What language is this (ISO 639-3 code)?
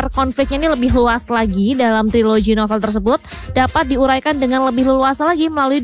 ind